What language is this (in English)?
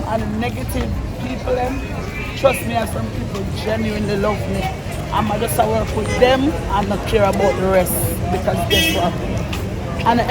Jamaican Creole English